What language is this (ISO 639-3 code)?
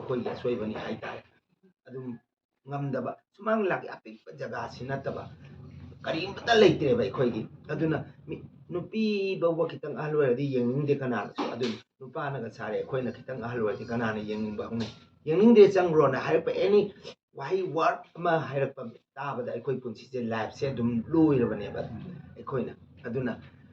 mni